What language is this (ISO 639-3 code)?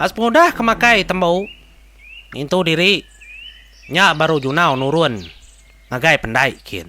iba